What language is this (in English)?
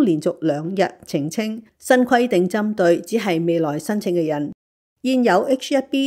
Cantonese